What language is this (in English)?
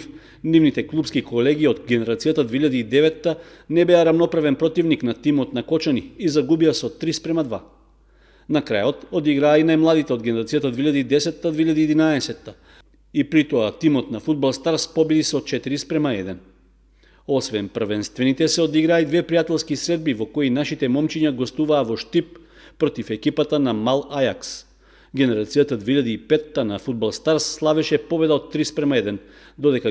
Macedonian